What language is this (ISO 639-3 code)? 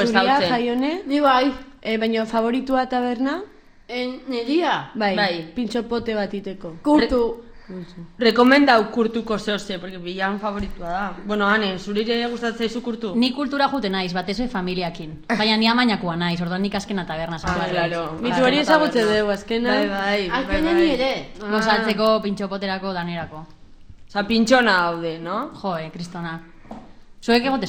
eus